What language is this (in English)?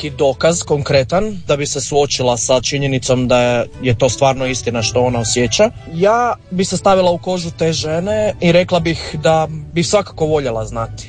Croatian